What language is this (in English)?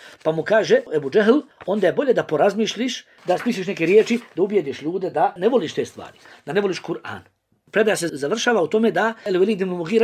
Bosnian